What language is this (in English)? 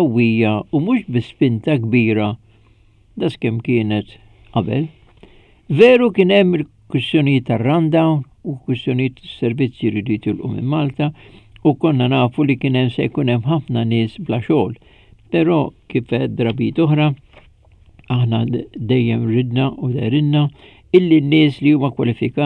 Maltese